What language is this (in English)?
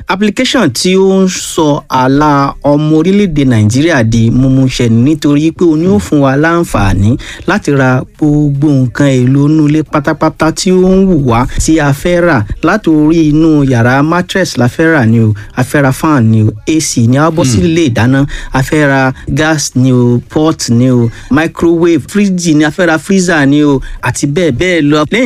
Yoruba